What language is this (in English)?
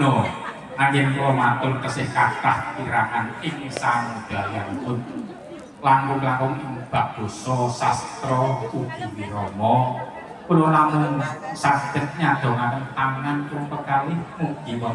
Javanese